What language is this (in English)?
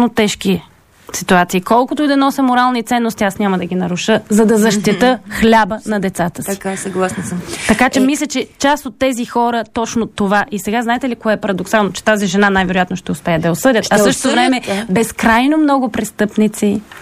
Bulgarian